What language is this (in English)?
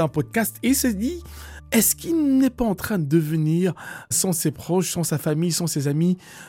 French